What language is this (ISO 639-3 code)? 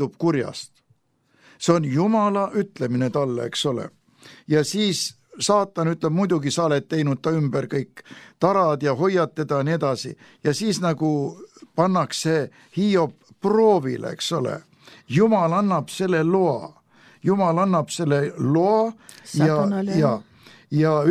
est